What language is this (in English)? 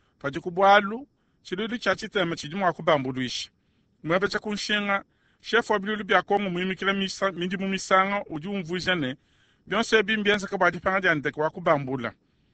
Luba-Lulua